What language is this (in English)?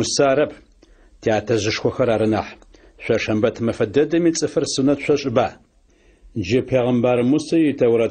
Adyghe